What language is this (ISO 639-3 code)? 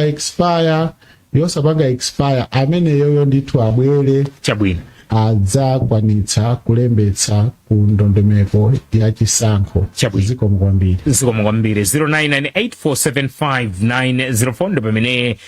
nya